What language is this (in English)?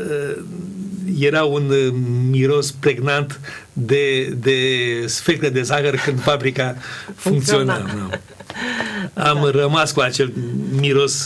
Romanian